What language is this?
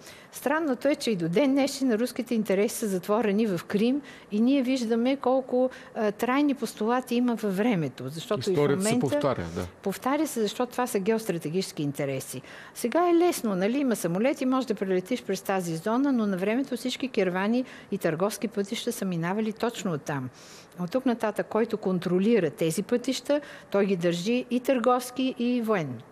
Bulgarian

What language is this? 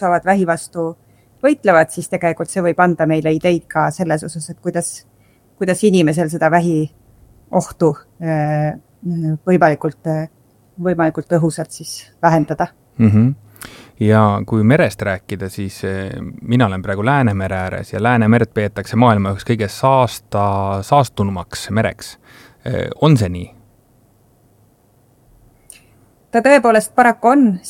Estonian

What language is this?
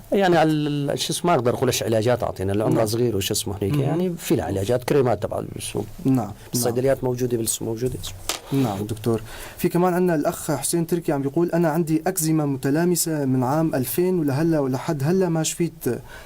North Levantine Arabic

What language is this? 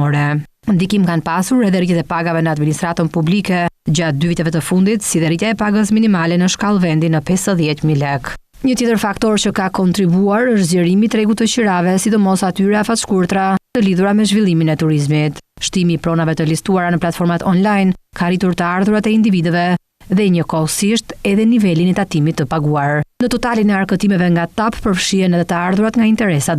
Albanian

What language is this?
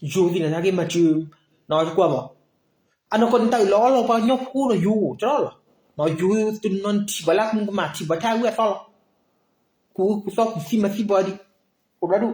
S'gaw Karen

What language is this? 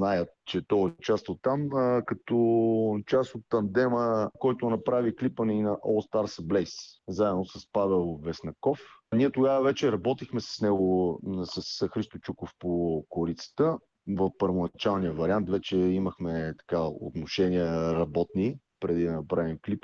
Bulgarian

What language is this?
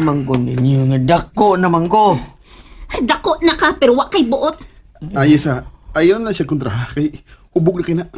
Cebuano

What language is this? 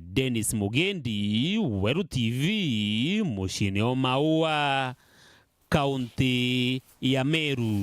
Meru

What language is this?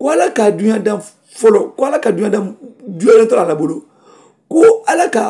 Mandingo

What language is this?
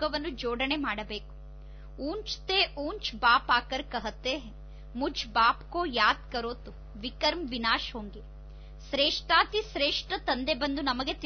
Kannada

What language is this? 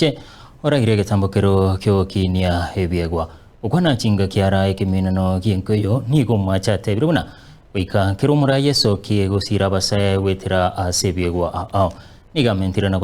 Gusii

